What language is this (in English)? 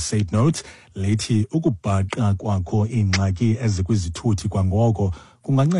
Xhosa